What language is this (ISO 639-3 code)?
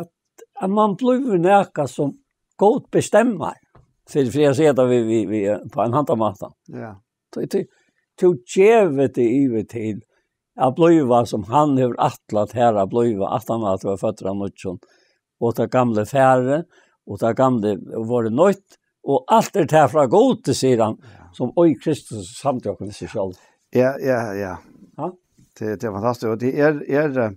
fao